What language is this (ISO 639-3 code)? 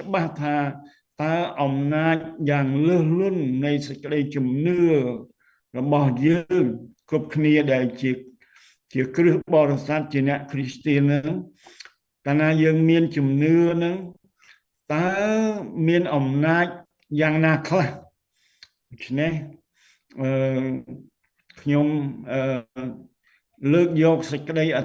khm